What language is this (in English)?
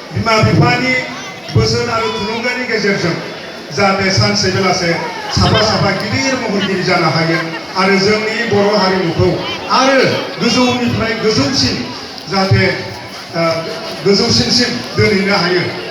Bodo